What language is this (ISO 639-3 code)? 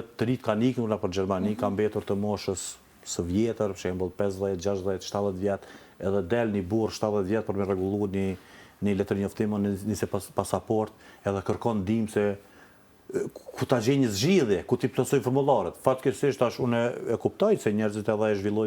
sqi